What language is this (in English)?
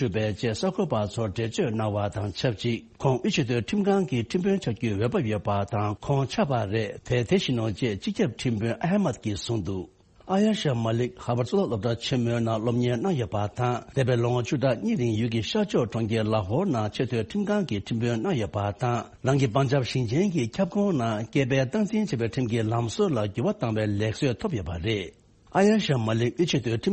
Tibetan